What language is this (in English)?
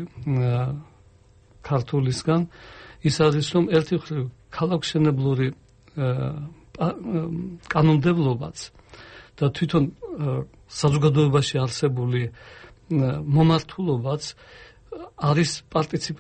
Georgian